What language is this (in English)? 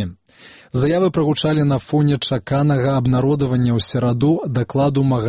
Belarusian